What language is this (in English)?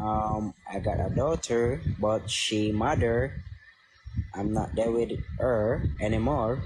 Jamaican Creole English